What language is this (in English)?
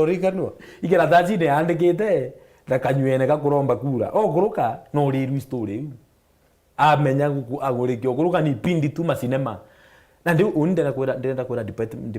Meru